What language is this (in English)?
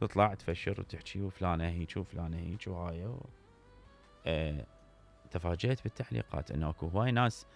Mesopotamian Arabic